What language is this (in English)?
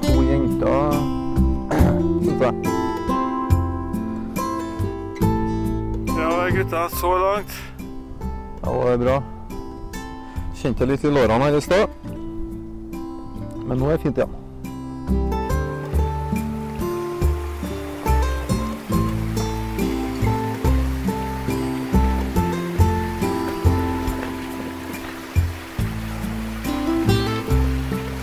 Norwegian